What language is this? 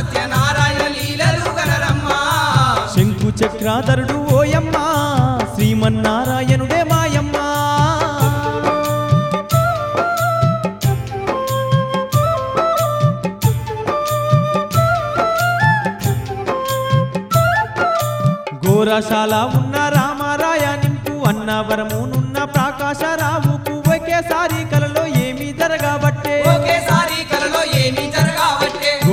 Telugu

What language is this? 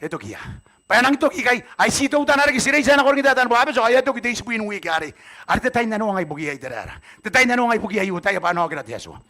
Gilbertese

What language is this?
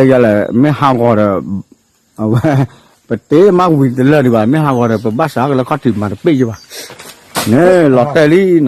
S'gaw Karen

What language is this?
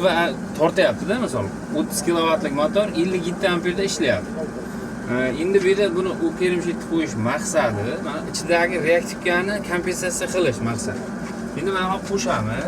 Uzbek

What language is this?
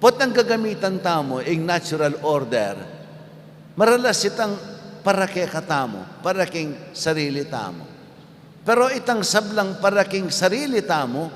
Pampanga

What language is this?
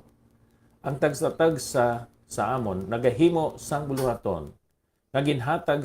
Hiligaynon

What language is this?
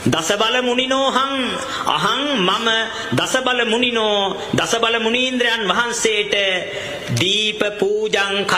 Sinhala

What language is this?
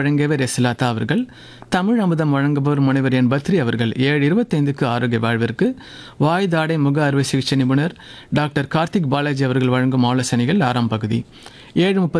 Tamil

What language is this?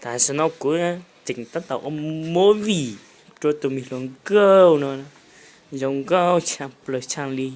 Hmong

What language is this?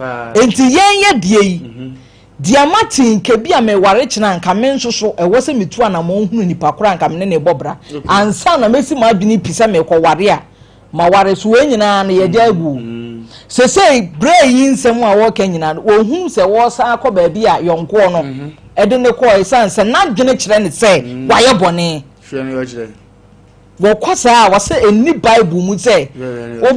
Akan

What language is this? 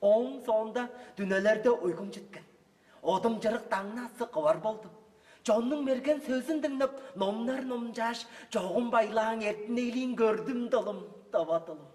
Tuvinian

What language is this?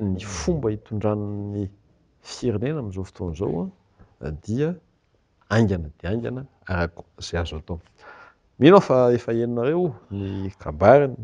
Malagasy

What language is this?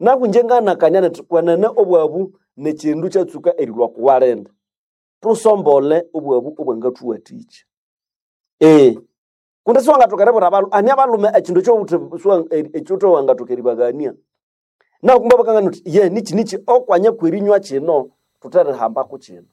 Nande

